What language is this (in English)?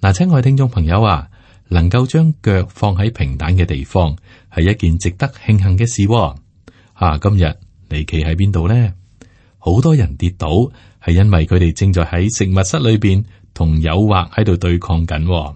Cantonese